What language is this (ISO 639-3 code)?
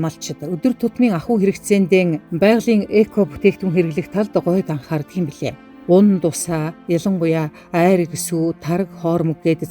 mon